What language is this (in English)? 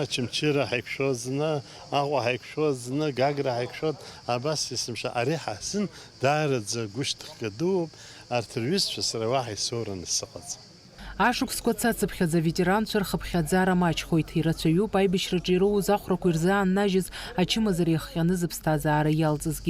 Abkhazian